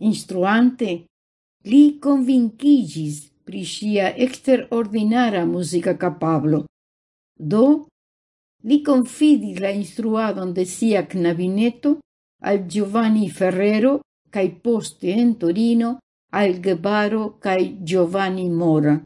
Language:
Esperanto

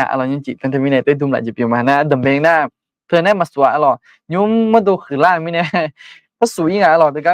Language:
Akha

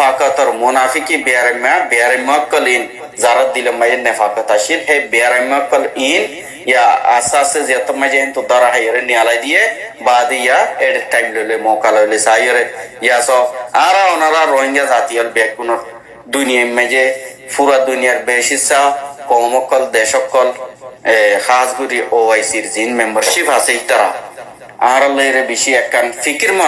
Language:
Rohingya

